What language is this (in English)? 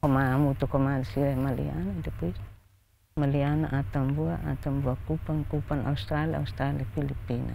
Tetum